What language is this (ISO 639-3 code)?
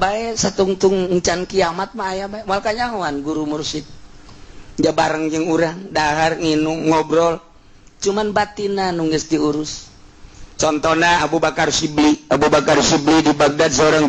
sun